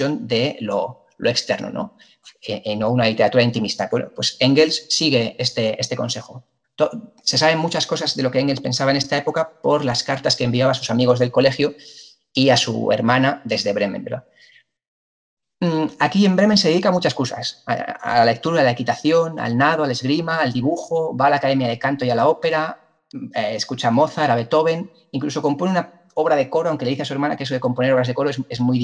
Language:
Spanish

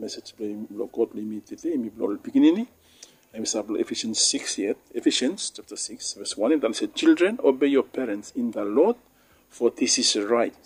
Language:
Bislama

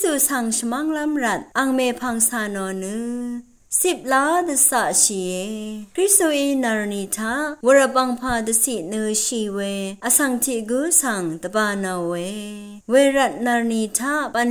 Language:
Rawang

